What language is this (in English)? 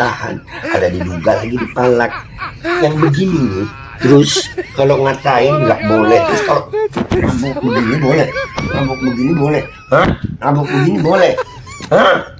Betawi